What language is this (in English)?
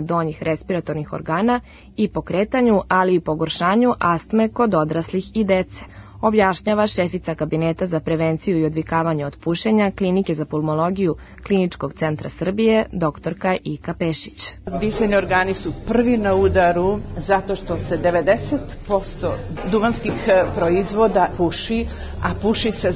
Serbian